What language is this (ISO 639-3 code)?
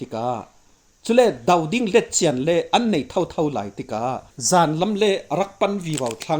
cfm